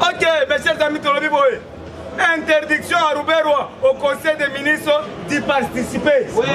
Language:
Lingala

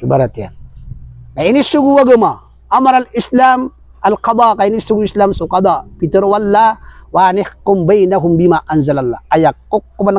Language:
Maranao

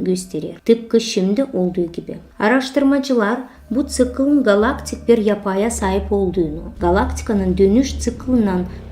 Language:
Gagauz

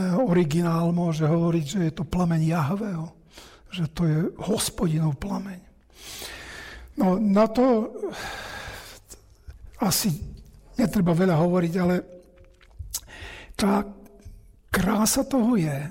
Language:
Slovak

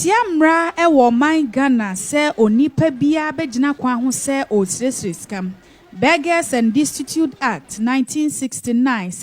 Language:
Akan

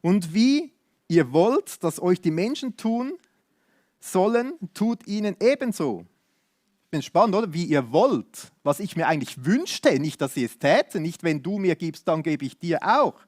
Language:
Swiss German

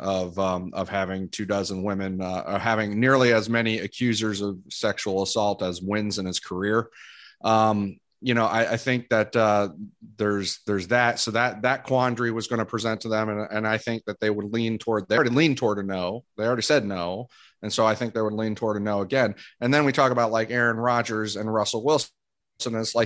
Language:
English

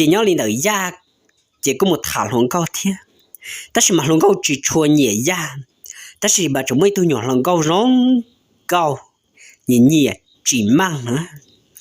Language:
Hmong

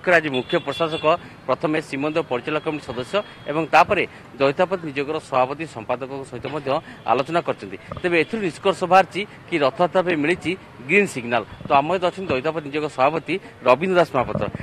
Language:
Odia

